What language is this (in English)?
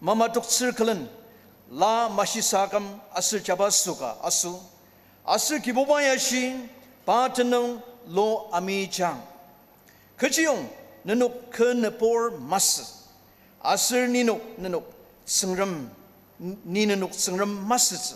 Ao Naga